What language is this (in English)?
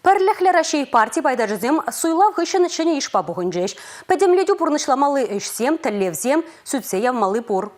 Chuvash